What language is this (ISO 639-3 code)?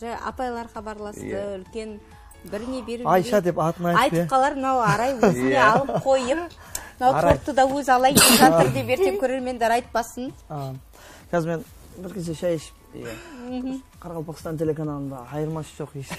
kaa